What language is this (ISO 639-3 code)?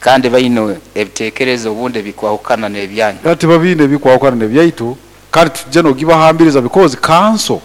nyo